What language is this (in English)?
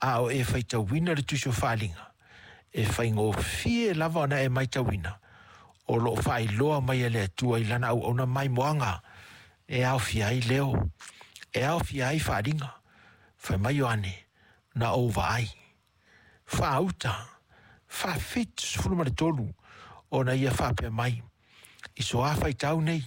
Samoan